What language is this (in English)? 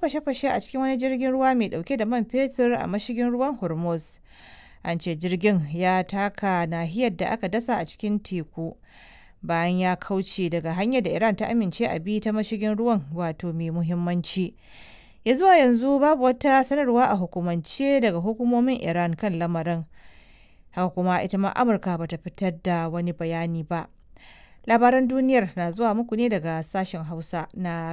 Hausa